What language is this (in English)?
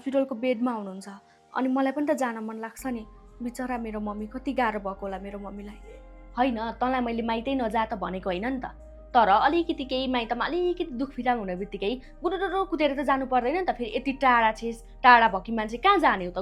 Nepali